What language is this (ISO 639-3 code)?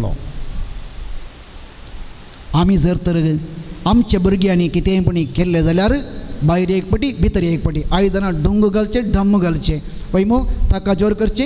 kok